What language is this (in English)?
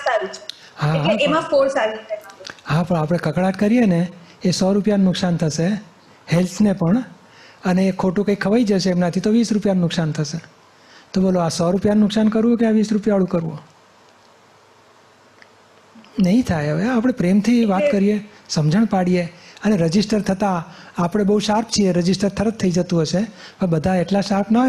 Gujarati